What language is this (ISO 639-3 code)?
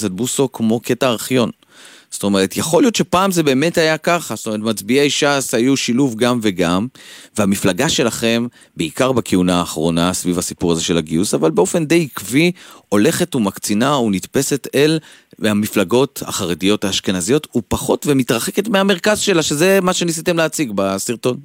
heb